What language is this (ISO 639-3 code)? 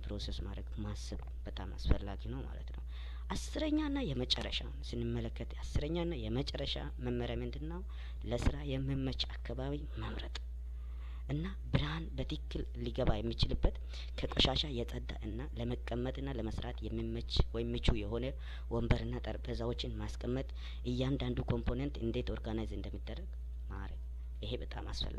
amh